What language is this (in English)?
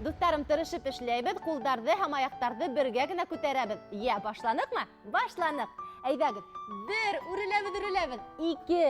Bashkir